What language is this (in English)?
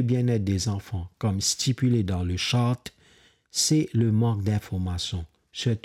Morisyen